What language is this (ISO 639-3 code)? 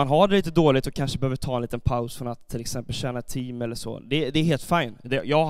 swe